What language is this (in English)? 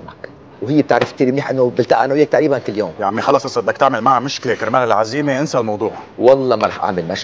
North Levantine Arabic